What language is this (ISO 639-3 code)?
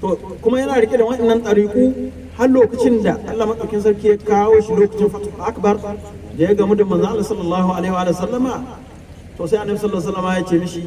hau